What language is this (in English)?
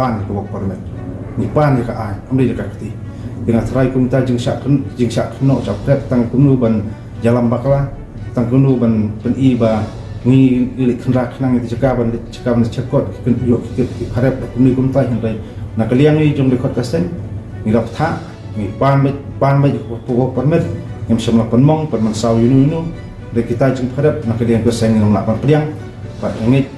Khasi